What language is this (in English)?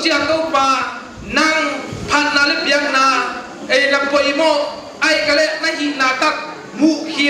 Paite Chin